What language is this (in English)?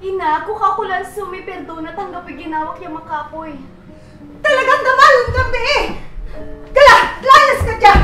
Pangasinan